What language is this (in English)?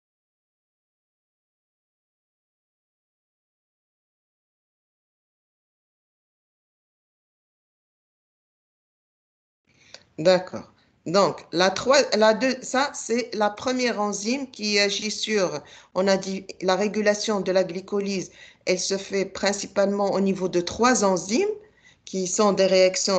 French